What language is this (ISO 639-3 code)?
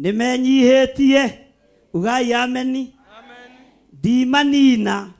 kik